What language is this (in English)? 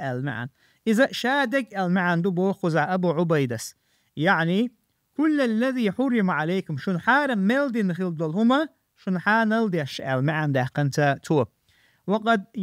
Chechen